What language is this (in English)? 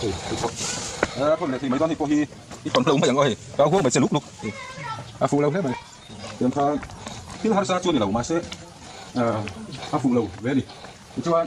Mizo